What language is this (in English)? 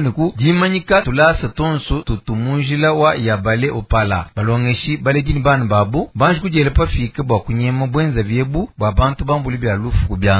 Luba-Lulua